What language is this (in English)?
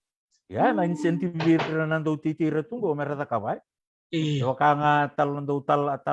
Fijian